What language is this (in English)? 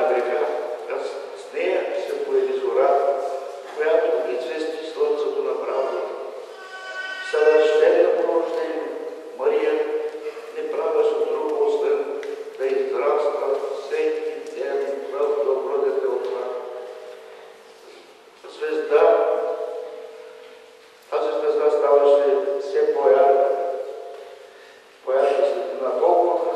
Bulgarian